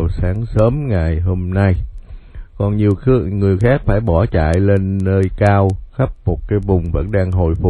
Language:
Vietnamese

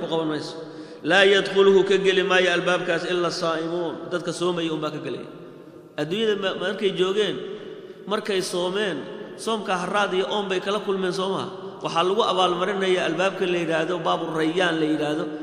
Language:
Somali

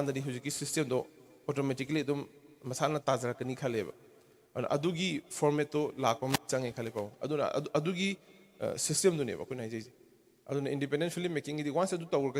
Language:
Manipuri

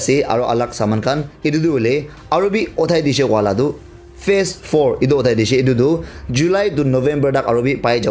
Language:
Naga Pidgin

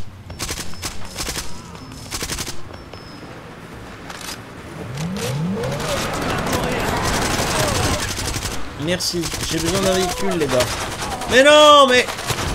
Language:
French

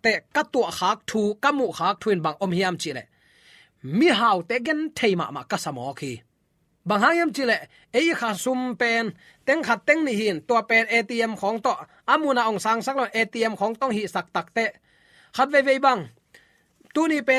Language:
Tedim Chin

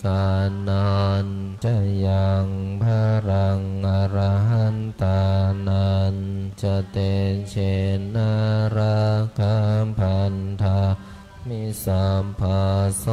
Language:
Pali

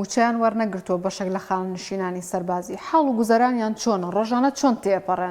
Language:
Central Kurdish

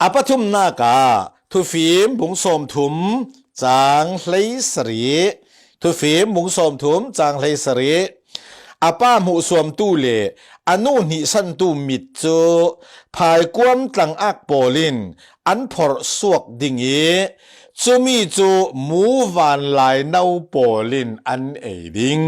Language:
Falam Chin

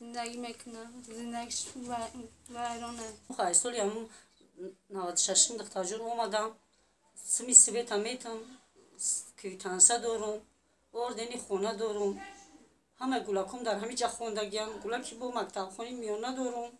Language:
Tajik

